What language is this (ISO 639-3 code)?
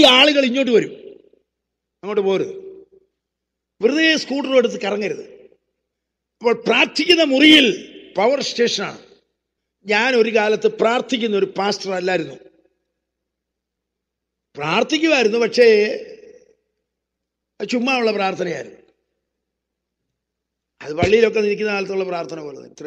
mal